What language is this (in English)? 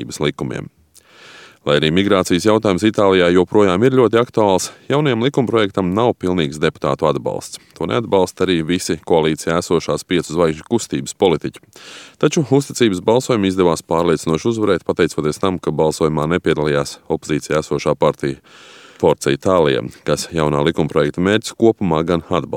Latvian